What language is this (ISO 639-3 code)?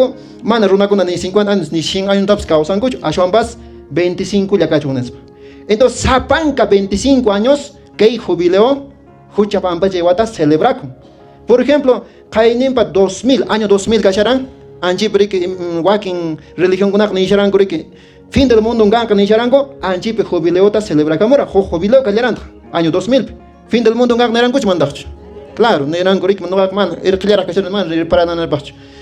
que